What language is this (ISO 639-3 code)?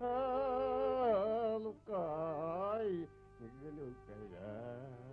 bak